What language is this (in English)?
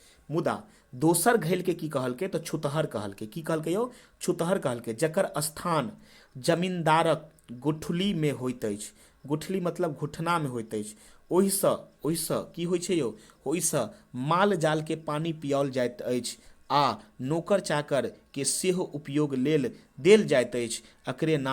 Maithili